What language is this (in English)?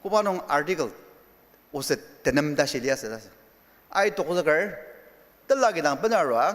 Ao Naga